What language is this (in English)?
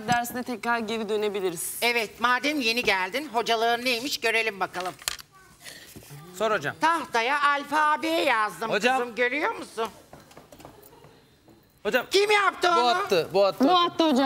Turkish